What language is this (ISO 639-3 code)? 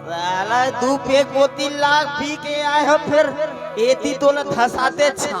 hne